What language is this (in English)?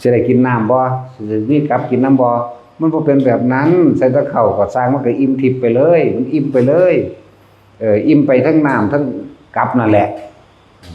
Northeastern Thai